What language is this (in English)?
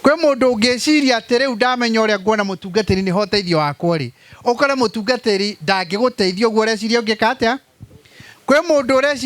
Kikuyu